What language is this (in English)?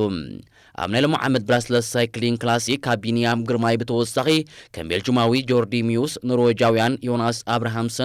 Tigrinya